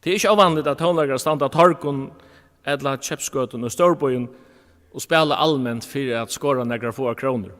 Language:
Faroese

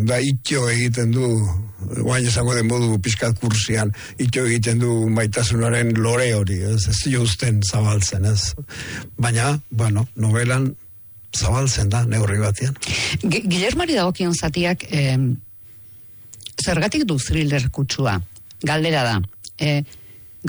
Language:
Basque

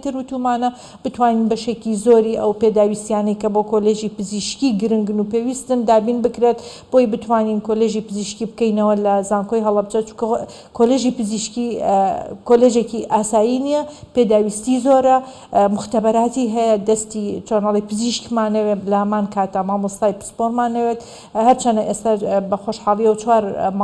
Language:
Central Kurdish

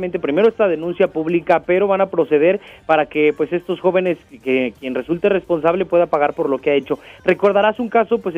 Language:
Spanish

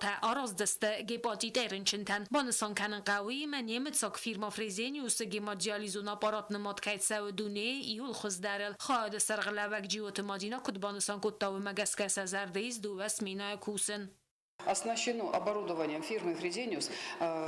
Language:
Ossetic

